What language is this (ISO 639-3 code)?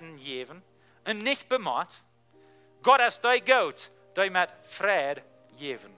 pdt